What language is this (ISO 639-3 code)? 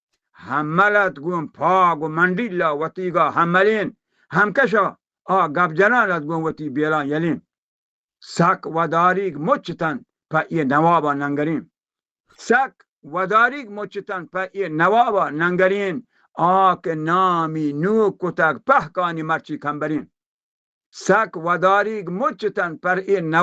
bal